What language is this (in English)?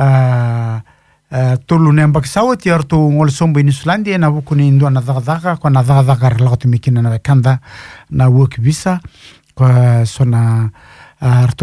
Fijian